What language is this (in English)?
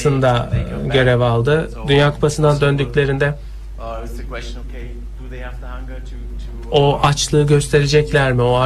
Turkish